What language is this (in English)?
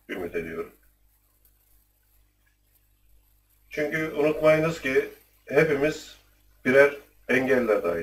Turkish